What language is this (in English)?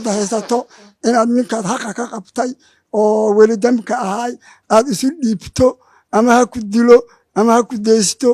Somali